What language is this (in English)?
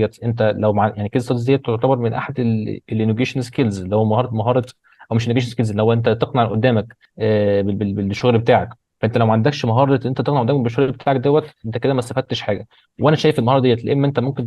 Egyptian Arabic